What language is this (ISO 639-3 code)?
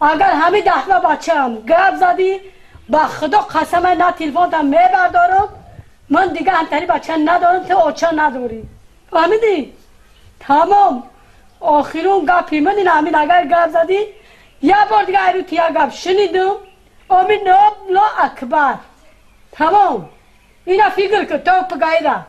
tgk